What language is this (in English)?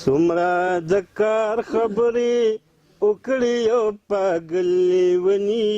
Pashto